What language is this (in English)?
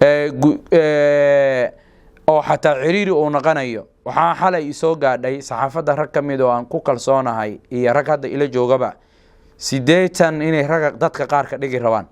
Somali